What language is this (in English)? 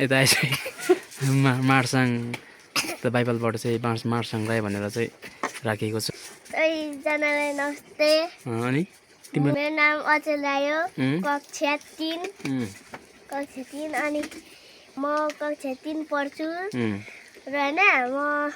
Nepali